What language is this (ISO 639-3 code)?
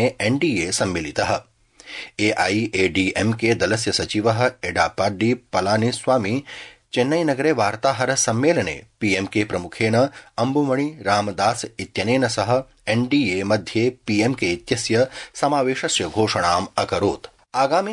san